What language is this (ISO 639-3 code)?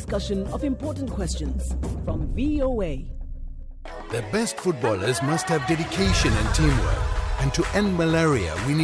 eng